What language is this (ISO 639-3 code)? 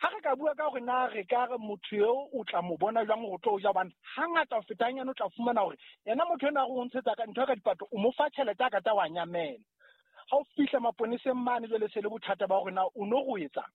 sot